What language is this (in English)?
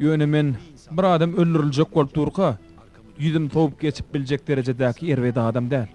Turkmen